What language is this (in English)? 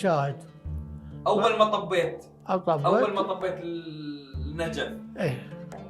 Mesopotamian Arabic